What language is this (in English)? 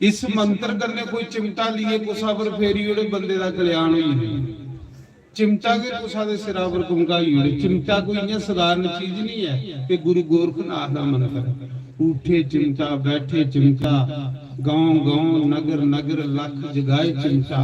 Dogri